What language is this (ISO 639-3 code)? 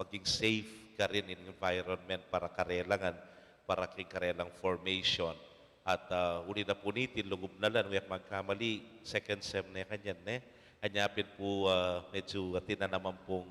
pam